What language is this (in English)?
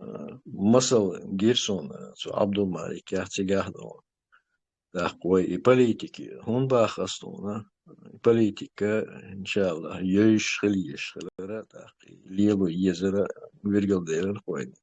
Chechen